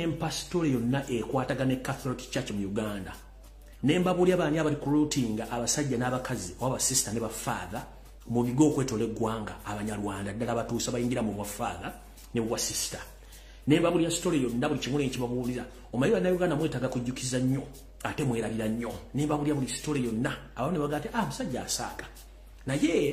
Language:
Ganda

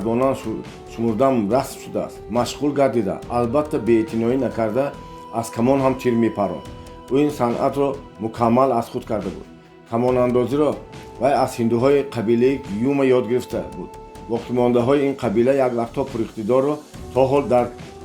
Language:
Tajik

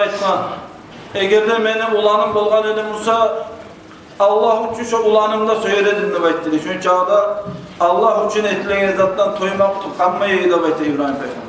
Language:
Kumyk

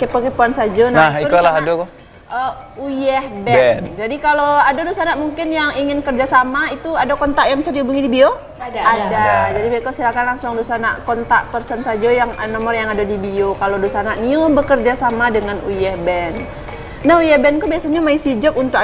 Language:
Minangkabau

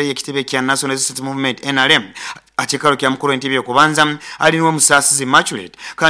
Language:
Nyoro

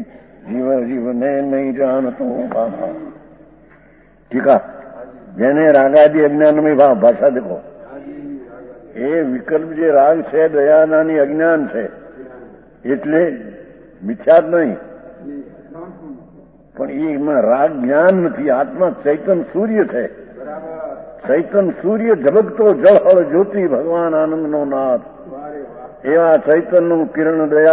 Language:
Gujarati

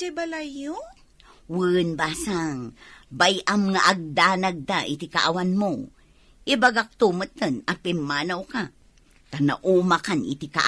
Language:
Iloko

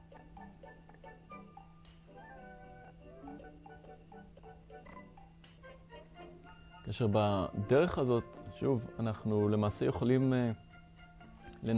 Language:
Hebrew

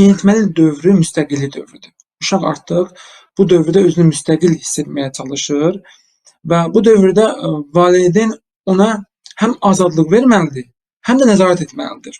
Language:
Azerbaijani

